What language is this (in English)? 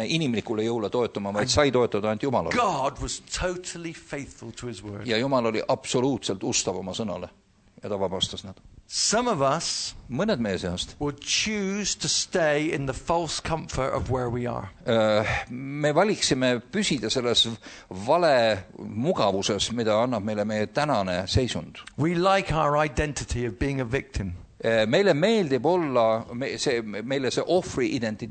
Estonian